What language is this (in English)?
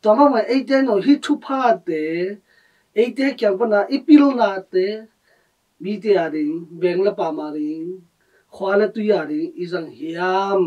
Tedim Chin